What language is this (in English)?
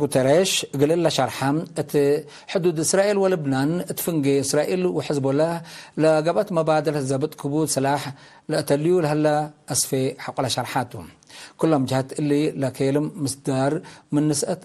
Tigre